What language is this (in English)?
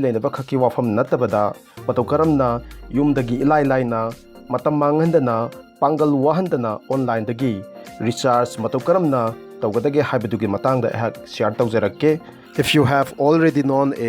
Manipuri